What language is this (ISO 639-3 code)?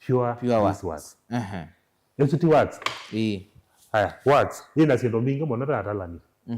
kam